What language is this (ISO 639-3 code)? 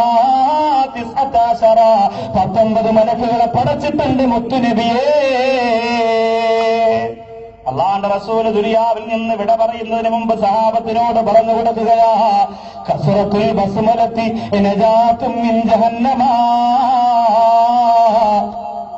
mal